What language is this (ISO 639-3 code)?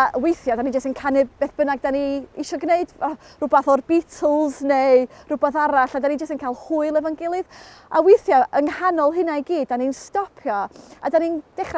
cym